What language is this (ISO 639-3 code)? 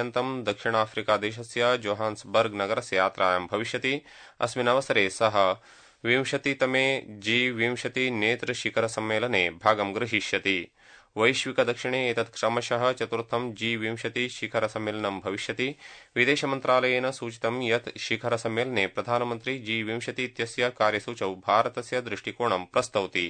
san